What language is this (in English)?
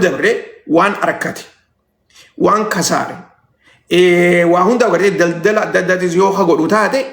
Oromo